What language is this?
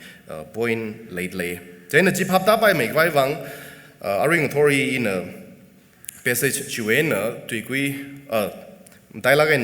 Tangkhul Naga (India)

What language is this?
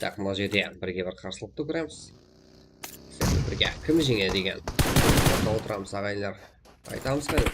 Kara-Kalpak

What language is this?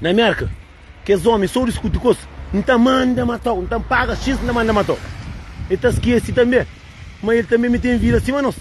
Kabuverdianu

